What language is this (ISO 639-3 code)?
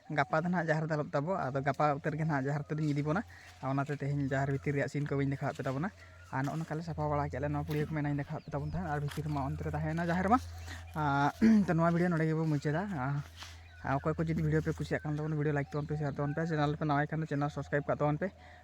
sat